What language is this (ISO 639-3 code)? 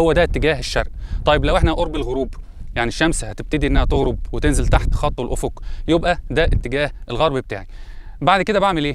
arz